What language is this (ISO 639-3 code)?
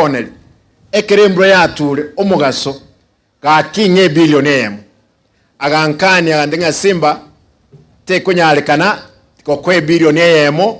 guz